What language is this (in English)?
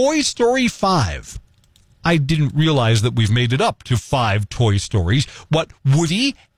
English